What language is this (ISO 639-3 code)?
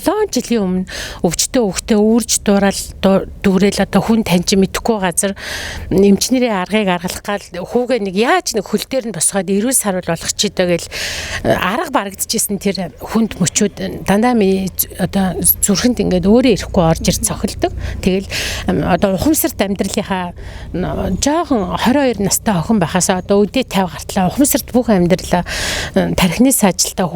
mon